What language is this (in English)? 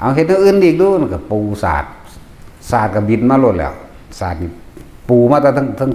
Northeastern Thai